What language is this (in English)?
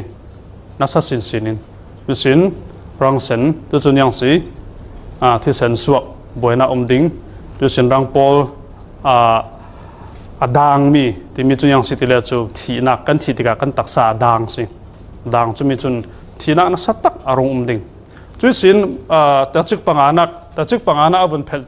Falam Chin